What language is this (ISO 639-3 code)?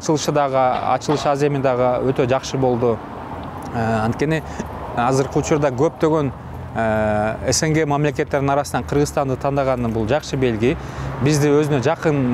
kir